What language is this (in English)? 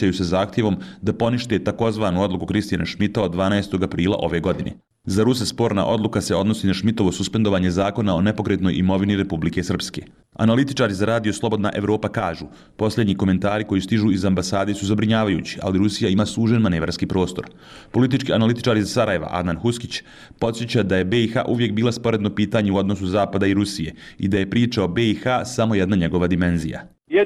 Bosnian